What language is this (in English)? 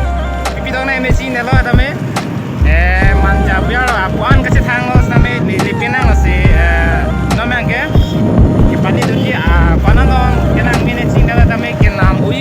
Karbi